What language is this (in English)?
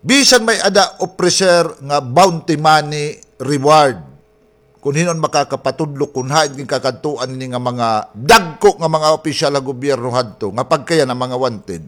Waray